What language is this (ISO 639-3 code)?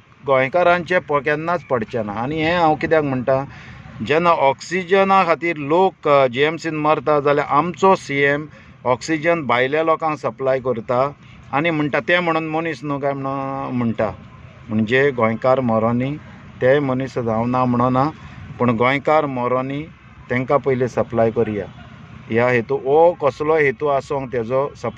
kok